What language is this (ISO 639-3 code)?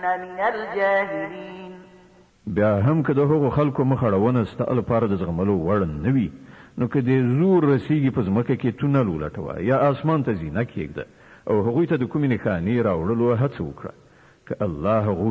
pus